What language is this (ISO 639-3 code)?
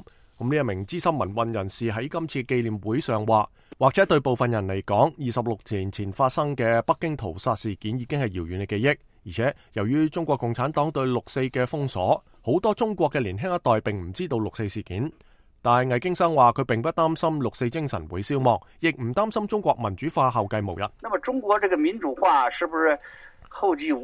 yue